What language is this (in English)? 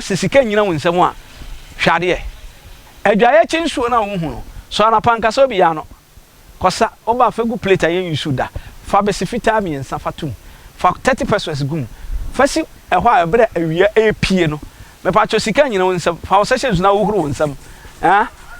Akan